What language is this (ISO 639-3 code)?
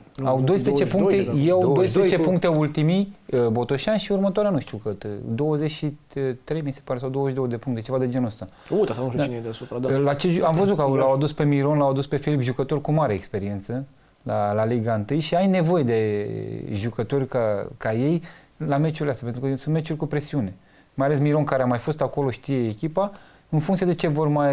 ron